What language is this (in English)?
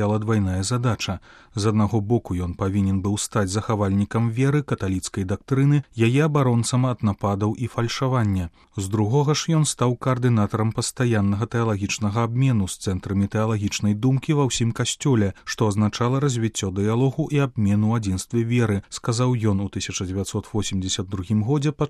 Belarusian